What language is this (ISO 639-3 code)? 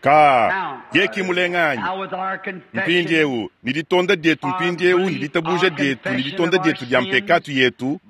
lua